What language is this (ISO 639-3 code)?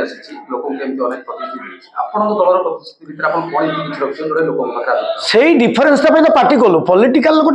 ori